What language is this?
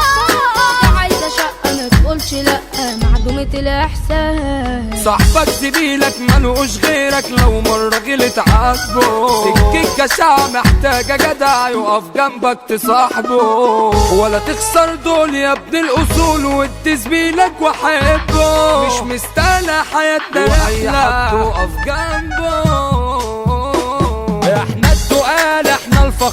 Egyptian Arabic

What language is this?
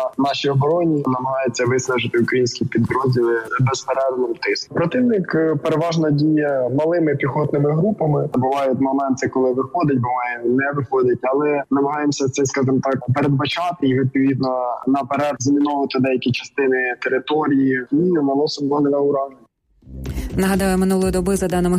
Ukrainian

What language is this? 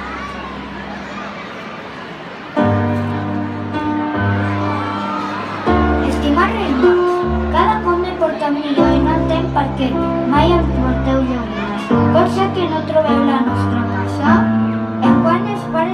Catalan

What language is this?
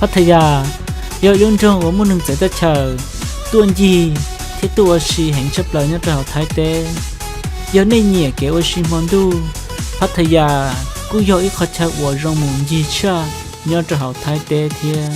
Hmong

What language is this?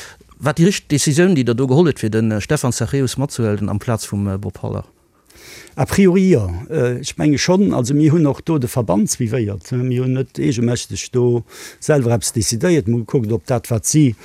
Luxembourgish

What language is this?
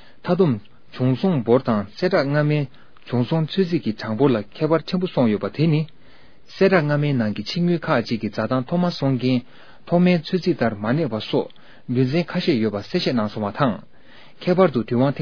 Tibetan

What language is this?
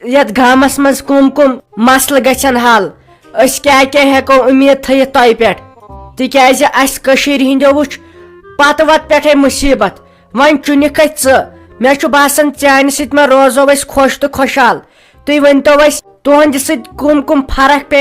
Kashmiri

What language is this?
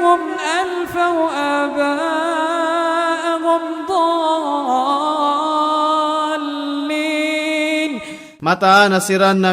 Maranao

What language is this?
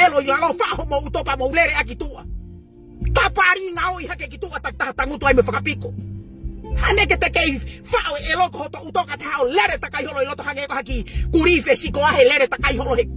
Tongan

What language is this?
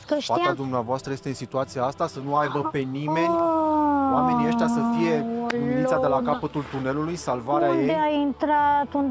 Romanian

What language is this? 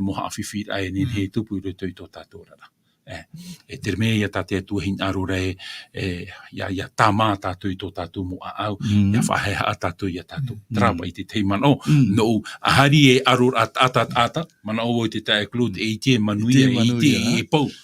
Tahitian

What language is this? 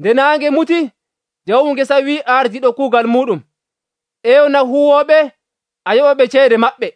Nigerian Fulfulde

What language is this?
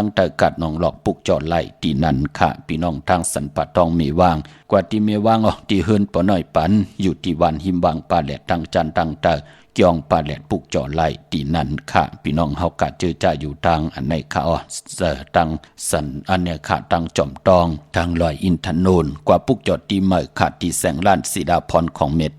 Shan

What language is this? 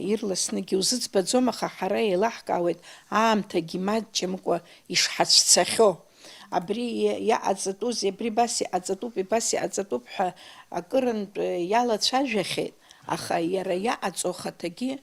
Abkhazian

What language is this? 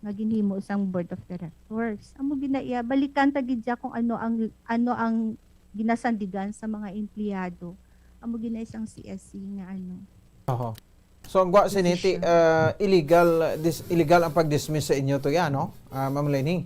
Hiligaynon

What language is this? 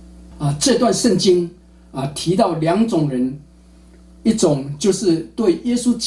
Chinese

